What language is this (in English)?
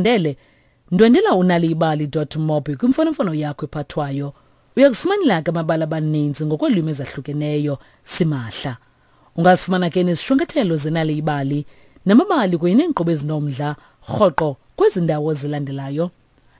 Xhosa